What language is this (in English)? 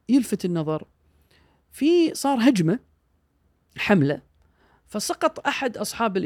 Gulf Arabic